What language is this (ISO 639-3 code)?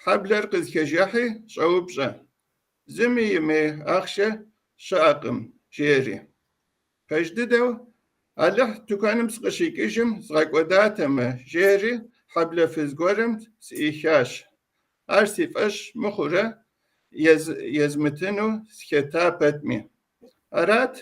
kbd